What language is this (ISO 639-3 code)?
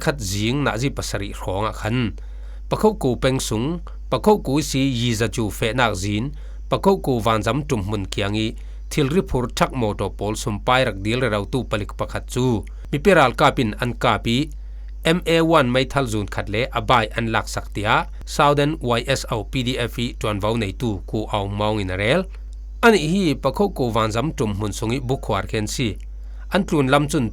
cfm